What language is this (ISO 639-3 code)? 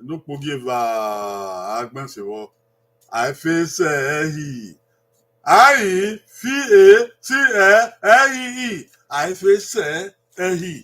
bin